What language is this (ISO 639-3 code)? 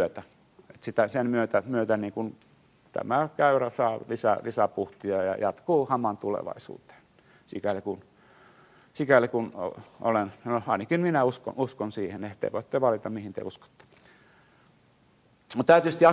fin